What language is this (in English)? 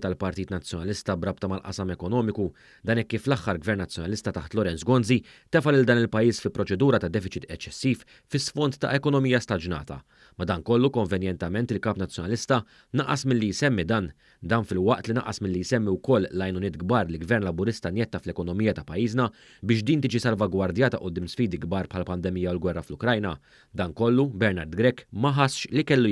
Maltese